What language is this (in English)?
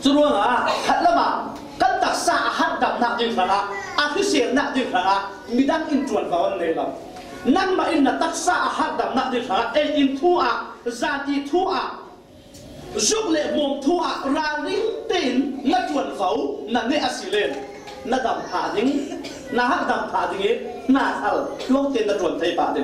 Falam Chin